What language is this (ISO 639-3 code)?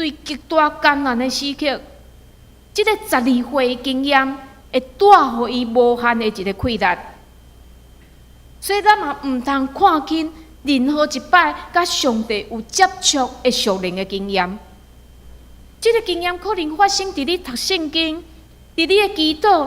nan